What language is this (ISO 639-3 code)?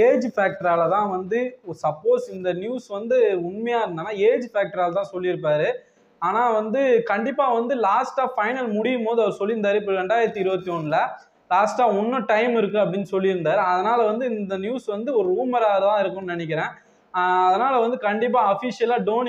tam